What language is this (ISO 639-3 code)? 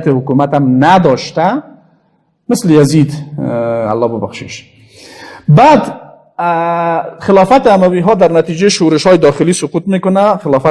fas